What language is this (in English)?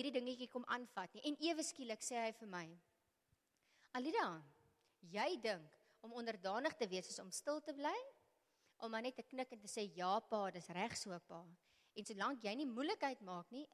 Afrikaans